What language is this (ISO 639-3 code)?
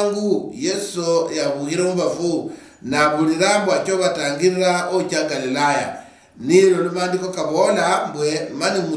luy